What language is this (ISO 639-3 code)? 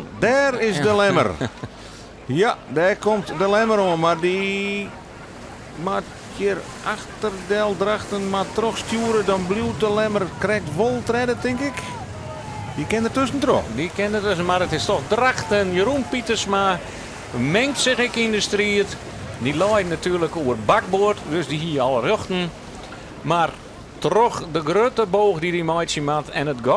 fry